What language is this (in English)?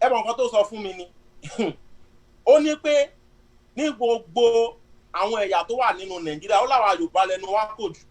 Yoruba